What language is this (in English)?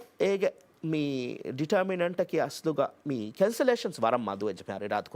Divehi